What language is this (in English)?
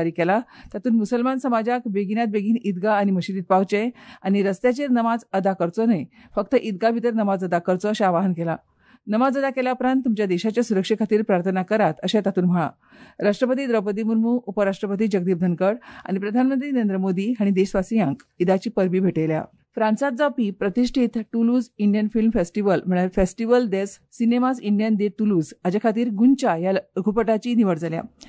Konkani